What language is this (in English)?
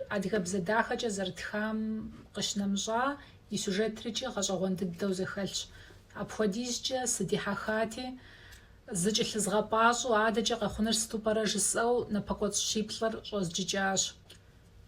Kabardian